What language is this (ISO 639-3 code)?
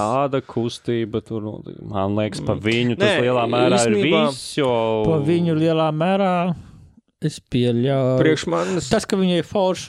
lav